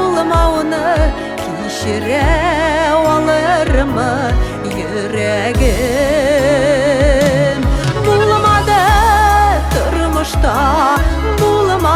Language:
Tatar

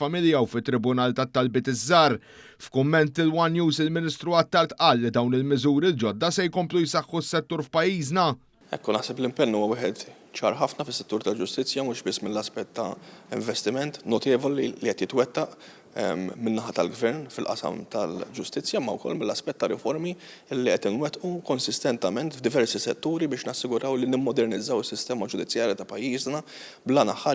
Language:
Maltese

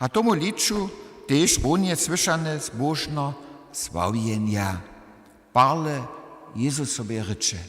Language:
Upper Sorbian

